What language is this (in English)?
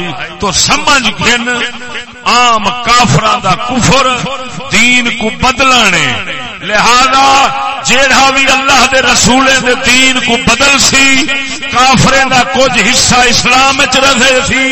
Saraiki